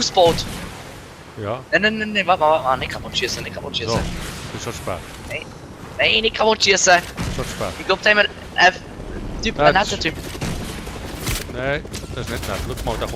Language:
Swiss German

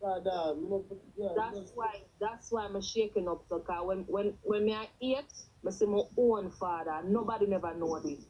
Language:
Jamaican Creole English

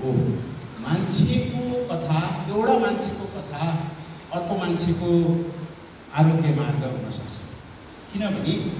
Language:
Nepali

